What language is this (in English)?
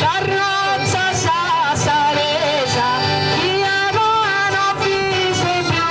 Sardinian